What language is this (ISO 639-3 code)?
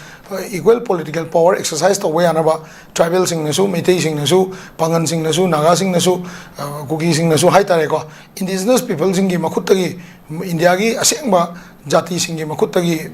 mni